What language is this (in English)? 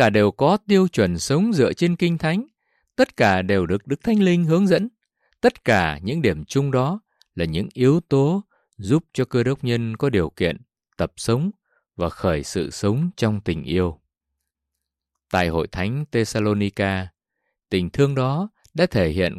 Vietnamese